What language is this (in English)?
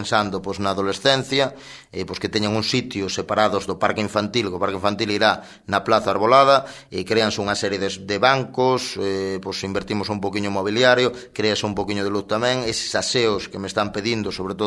Galician